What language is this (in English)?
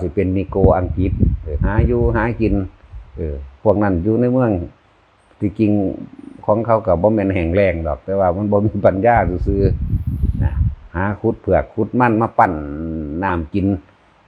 Northeastern Thai